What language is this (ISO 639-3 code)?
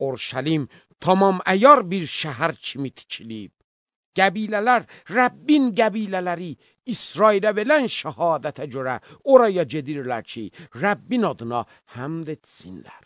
aze